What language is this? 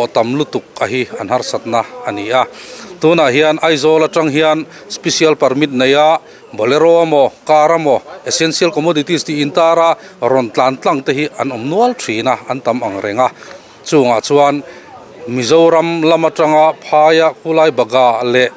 Mizo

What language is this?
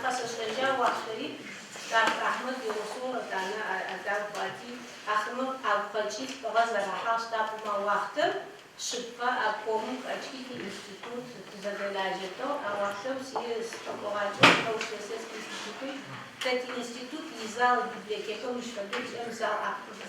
Adyghe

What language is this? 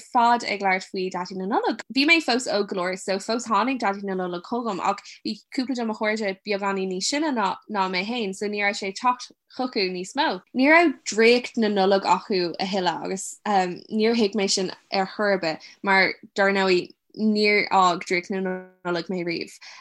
Irish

